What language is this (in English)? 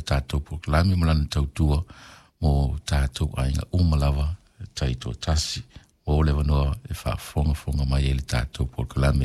Samoan